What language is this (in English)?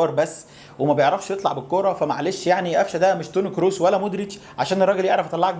Egyptian Arabic